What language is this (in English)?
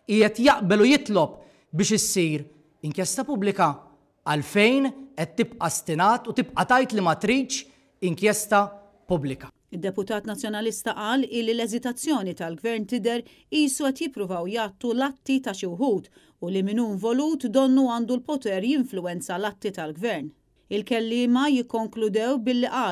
Maltese